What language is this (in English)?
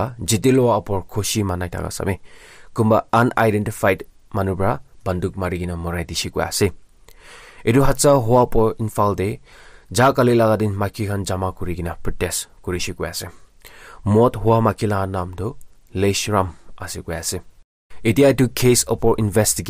Naga Pidgin